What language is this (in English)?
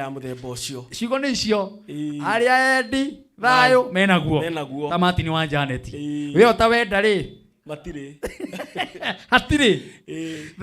Kikuyu